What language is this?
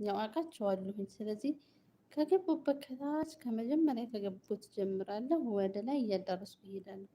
Amharic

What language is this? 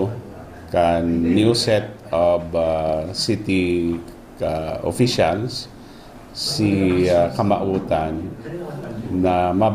Bikol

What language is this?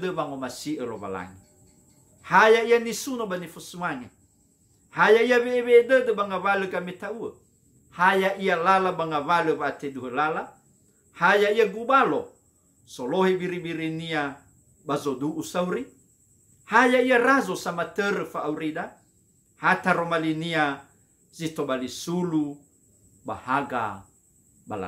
Nias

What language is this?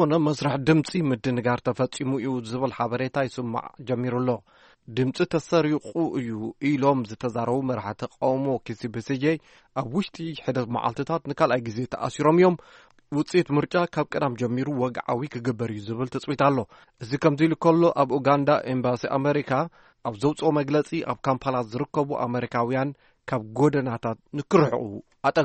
Tigrinya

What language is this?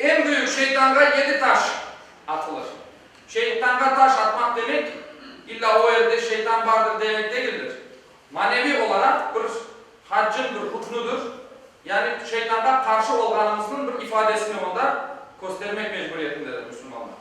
Crimean Tatar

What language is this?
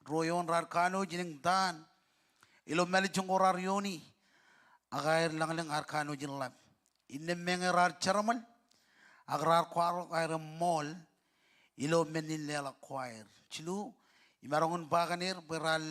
Marshallese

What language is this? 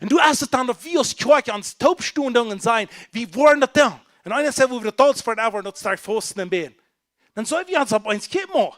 Plautdietsch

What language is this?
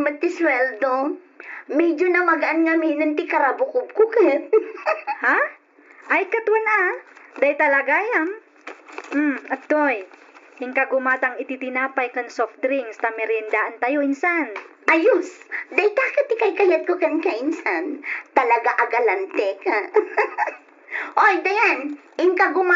Iloko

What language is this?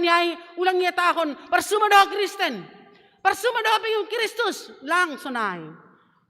Batak Simalungun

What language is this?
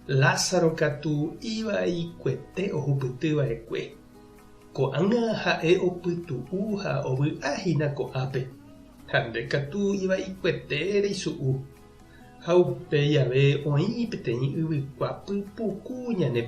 Guarani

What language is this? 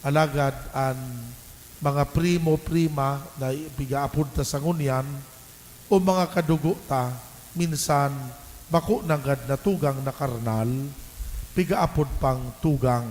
Bikol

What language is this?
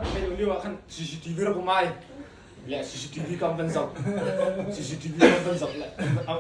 Hakha Chin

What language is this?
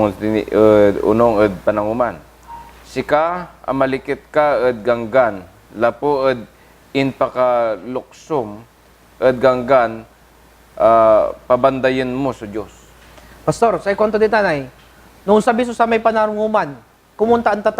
Pangasinan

